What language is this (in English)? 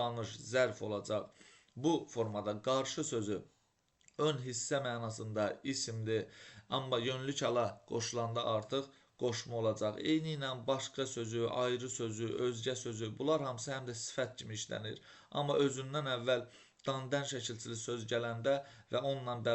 Azerbaijani